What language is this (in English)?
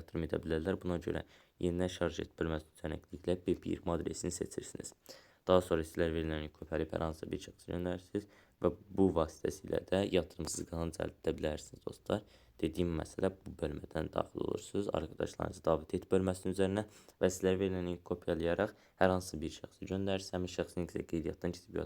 Azerbaijani